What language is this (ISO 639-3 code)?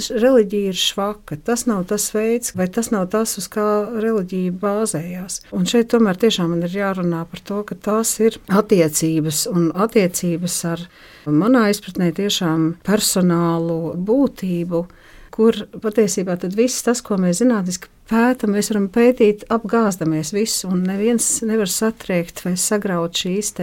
lav